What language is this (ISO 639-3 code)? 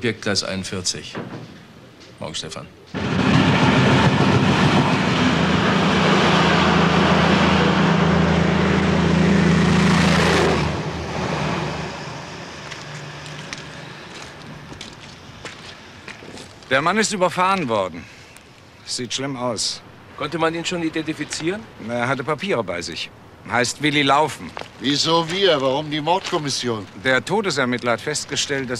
deu